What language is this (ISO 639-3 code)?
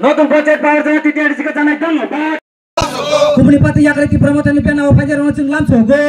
trp